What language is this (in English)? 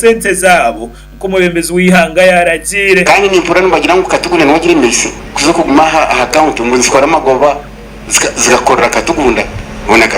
Nyankole